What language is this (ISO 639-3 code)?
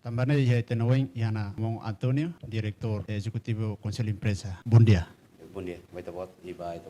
tet